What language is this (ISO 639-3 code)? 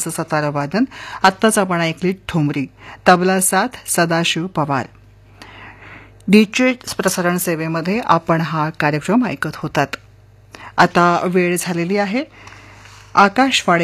mar